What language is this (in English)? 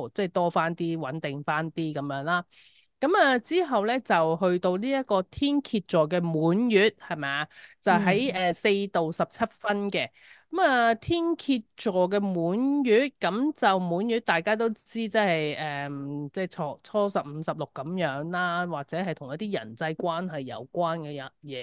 Cantonese